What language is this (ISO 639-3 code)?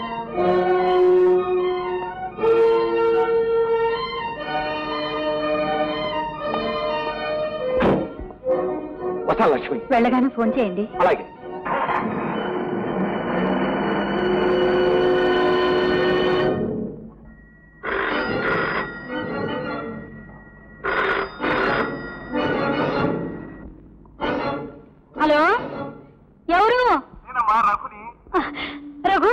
tel